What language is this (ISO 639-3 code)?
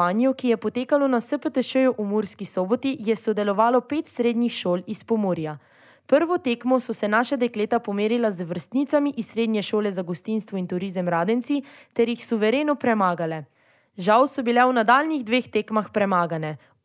slv